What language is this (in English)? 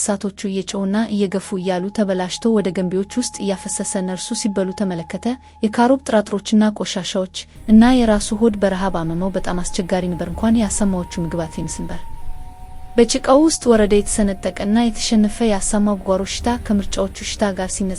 Amharic